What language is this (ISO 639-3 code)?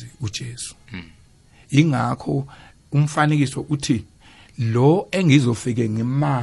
nbl